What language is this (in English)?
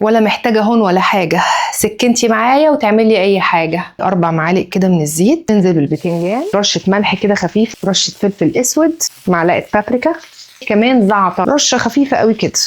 Egyptian Arabic